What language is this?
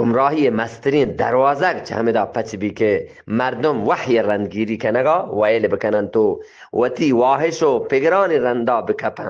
Eastern Balochi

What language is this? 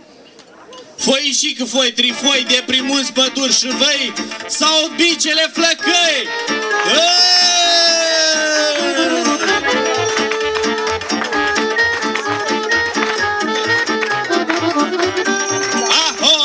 Romanian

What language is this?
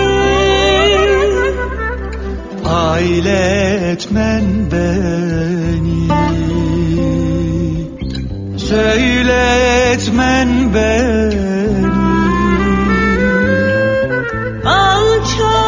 Turkish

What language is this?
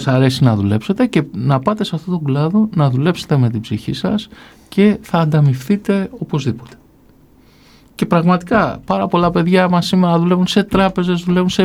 Greek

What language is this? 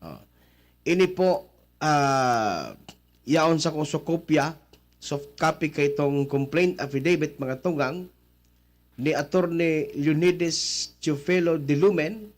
Bikol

